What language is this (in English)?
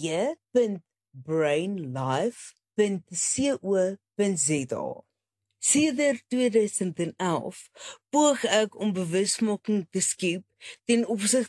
Afrikaans